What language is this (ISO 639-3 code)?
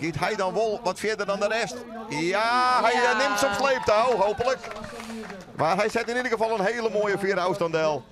fry